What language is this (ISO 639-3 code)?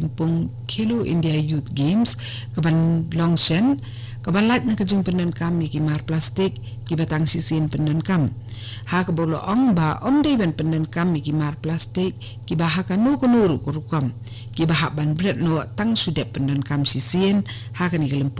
kha